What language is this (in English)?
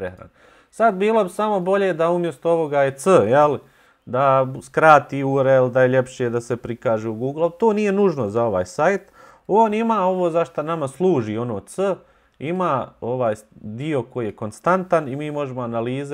Bosnian